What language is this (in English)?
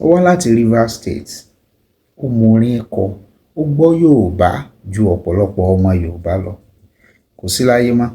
Yoruba